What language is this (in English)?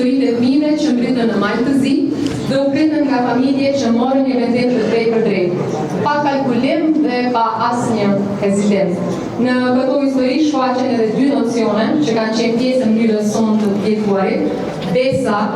Albanian